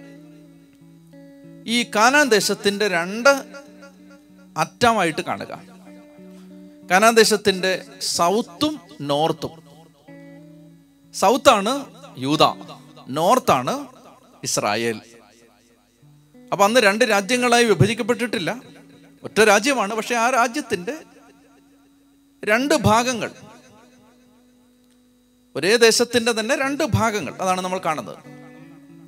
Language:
Malayalam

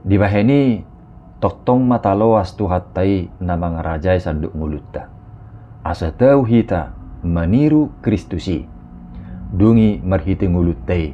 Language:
Batak Toba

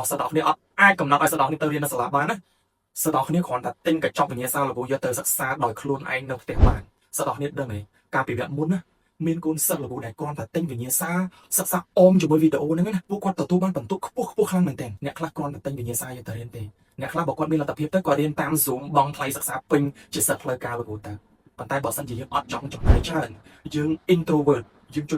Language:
Khmer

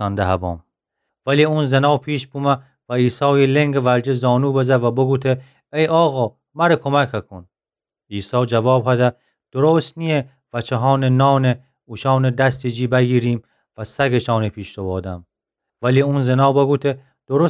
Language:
Gilaki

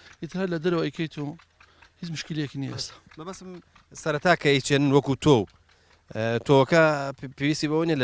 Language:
Central Kurdish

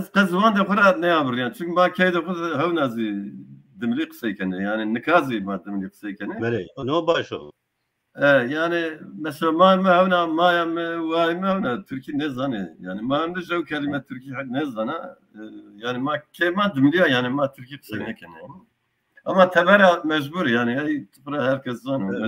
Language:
Zaza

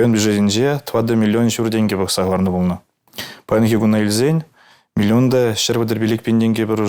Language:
Chuvash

